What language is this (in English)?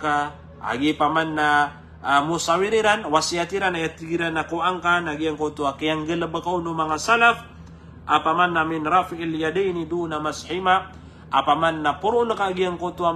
Maranao